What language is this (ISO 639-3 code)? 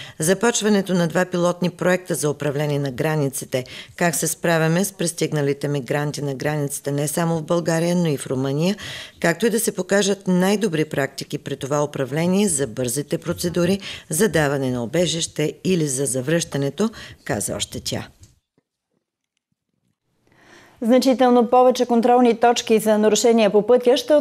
bul